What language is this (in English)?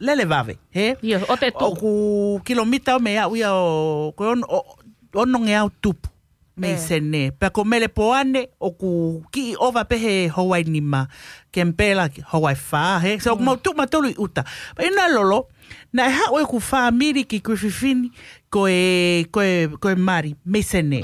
Tongan